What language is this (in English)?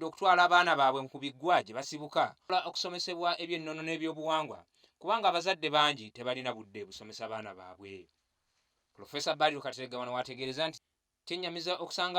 Ganda